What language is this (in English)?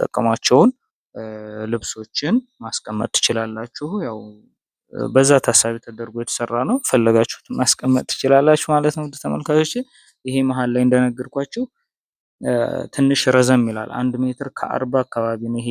Amharic